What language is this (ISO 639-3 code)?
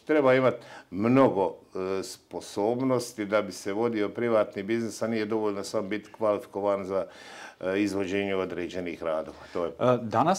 hrv